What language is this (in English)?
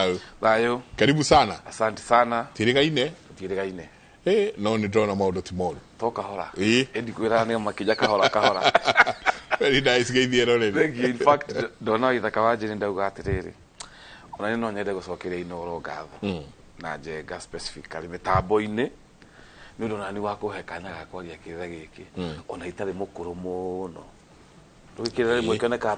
Kikuyu